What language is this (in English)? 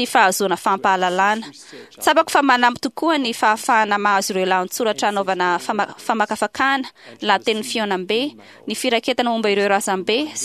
Malagasy